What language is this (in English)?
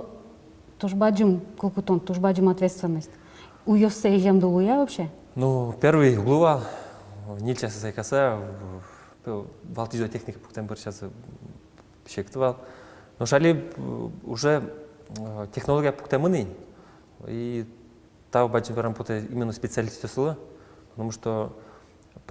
Udmurt